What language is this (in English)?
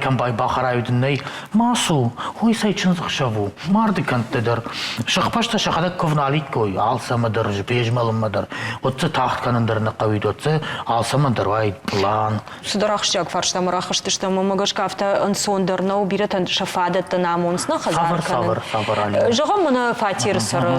Ossetic